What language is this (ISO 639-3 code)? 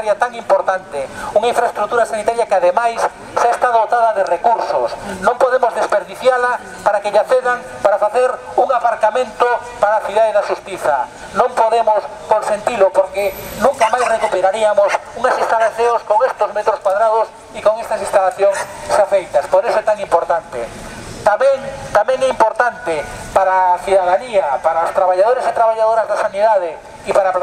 glg